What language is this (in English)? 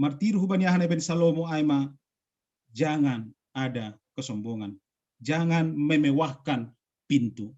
Batak Simalungun